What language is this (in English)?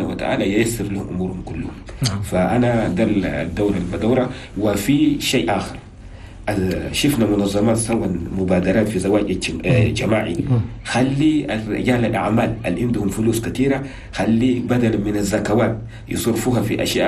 Chadian Arabic